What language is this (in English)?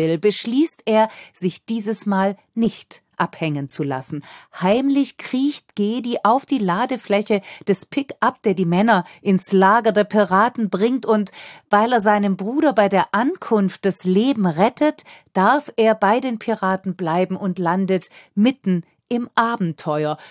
German